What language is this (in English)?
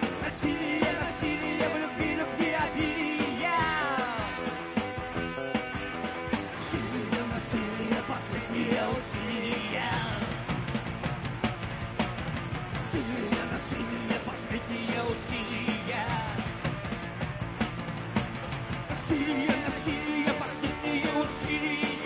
Russian